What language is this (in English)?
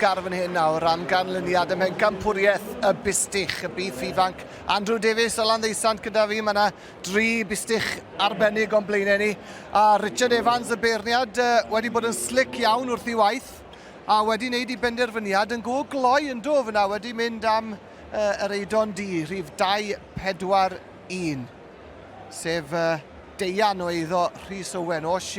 Welsh